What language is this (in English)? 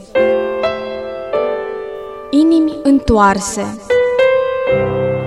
Romanian